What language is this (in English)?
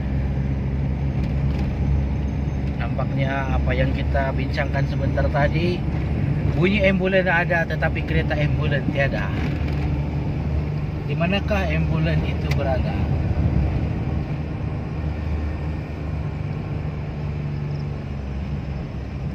Malay